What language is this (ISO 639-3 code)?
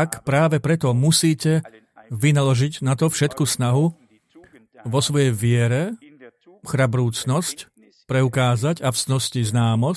slk